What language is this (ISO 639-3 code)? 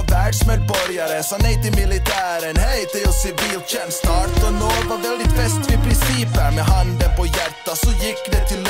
swe